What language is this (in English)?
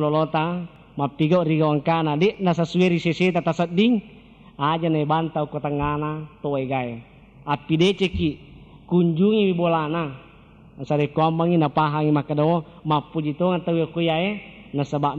Buginese